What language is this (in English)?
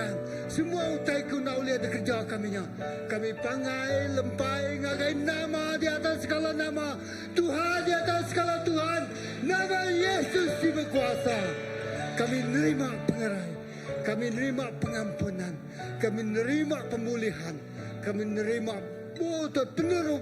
Iban